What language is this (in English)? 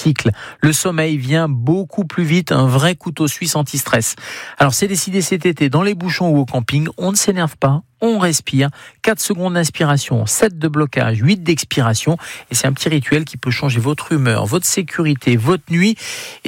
French